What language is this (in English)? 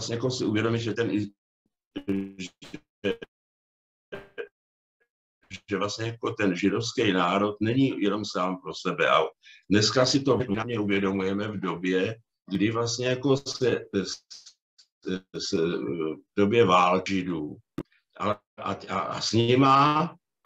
Czech